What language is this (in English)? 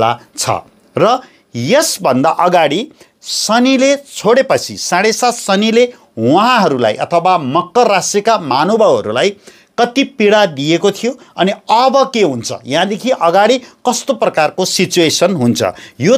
Nepali